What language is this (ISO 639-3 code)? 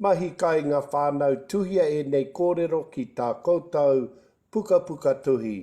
mri